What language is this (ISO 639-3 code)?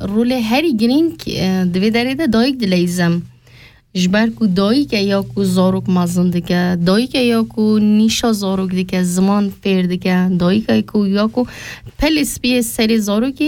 kur